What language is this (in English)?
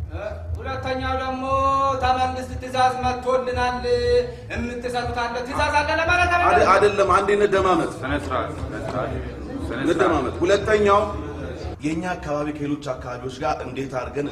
Amharic